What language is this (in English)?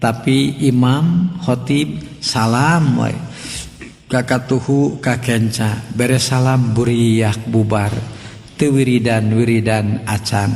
Sundanese